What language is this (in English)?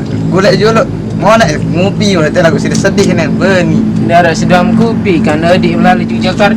Sasak